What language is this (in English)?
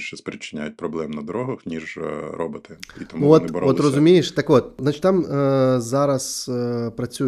Ukrainian